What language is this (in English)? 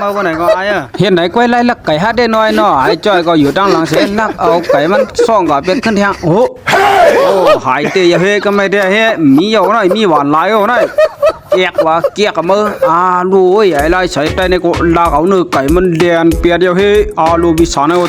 Shan